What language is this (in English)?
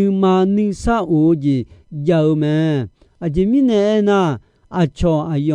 Akha